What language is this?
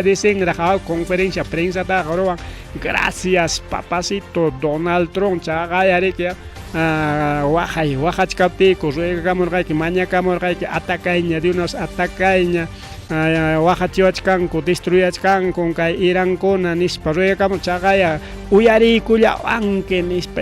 Ayacucho Quechua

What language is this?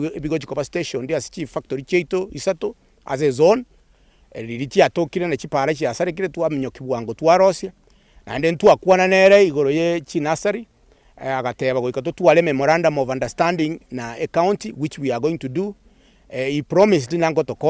Gusii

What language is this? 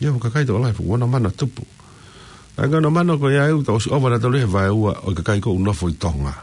Tongan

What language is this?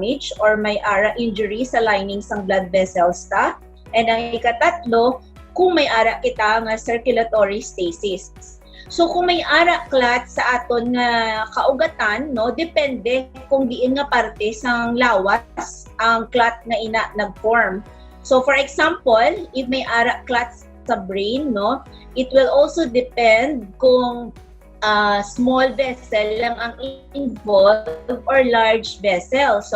Hiligaynon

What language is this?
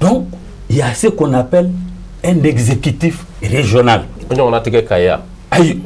Bambara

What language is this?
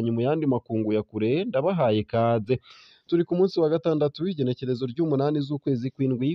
Rundi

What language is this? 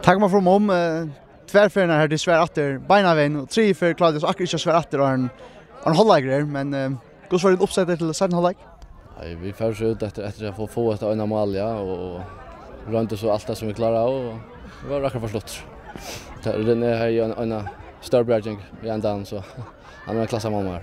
Faroese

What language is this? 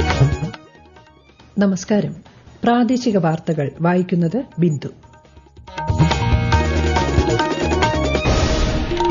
Malayalam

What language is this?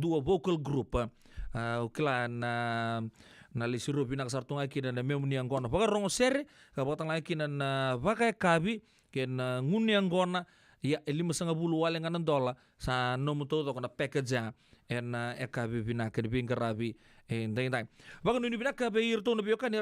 Fijian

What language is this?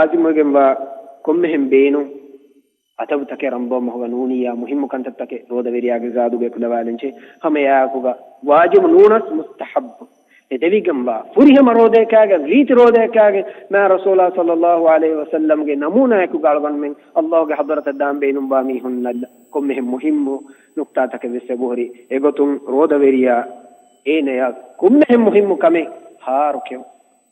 Divehi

